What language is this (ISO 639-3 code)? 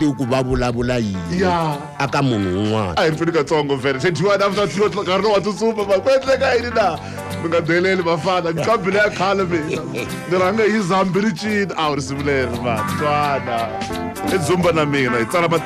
tso